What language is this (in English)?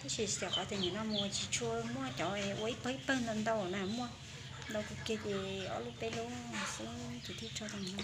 Hmong